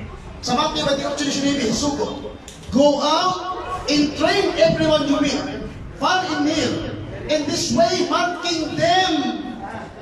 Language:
Cebuano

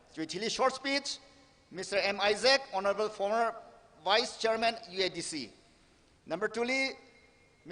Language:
Tangkhul Naga (India)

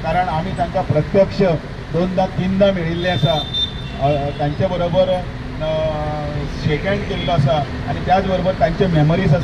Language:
Konkani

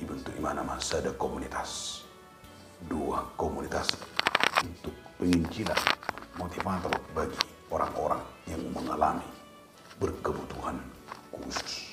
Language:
Batak Toba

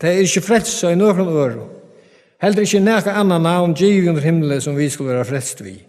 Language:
Faroese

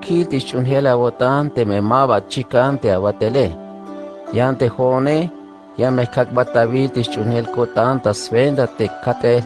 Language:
Tzeltal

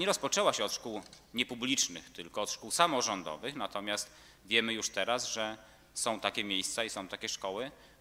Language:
Polish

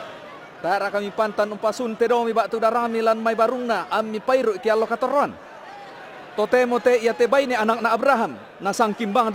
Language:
Toraja-Sa'dan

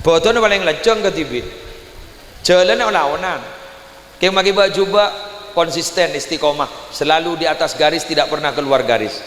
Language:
Madurese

